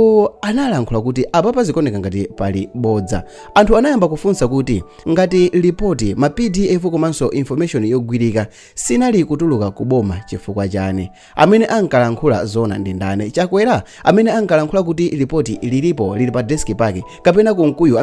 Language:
Nyanja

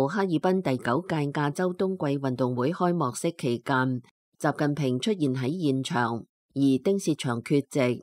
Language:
Cantonese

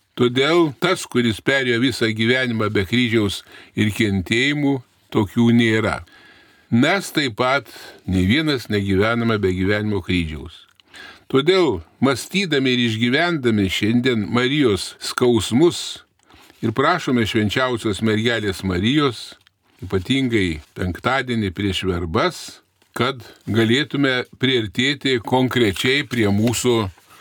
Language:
Lithuanian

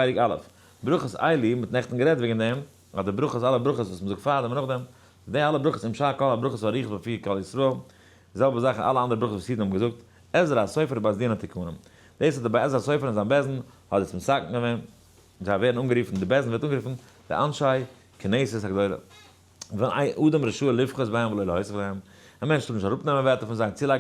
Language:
Yiddish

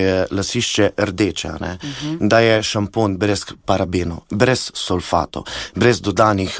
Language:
Slovenian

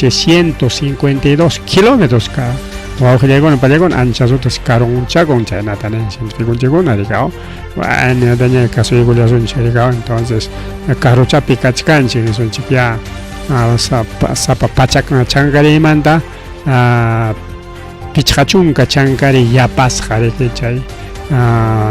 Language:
Ayacucho Quechua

